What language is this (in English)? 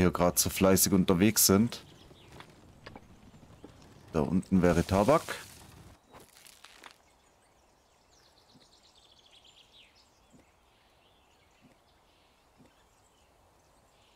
German